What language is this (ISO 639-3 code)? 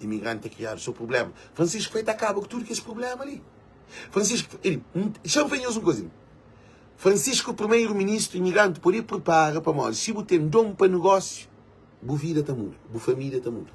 kea